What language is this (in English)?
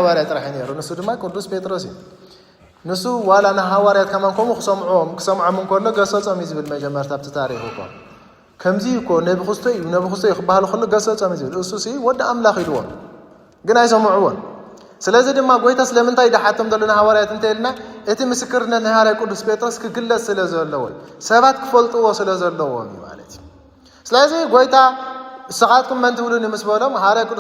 Tigrinya